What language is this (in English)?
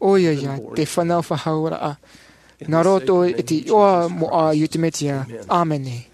Tahitian